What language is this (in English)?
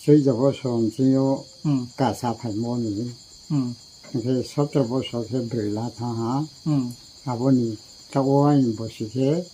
Riang (India)